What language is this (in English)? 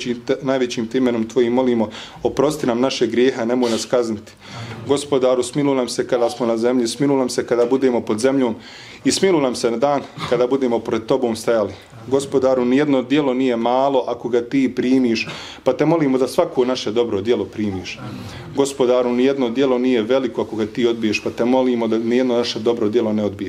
Bosnian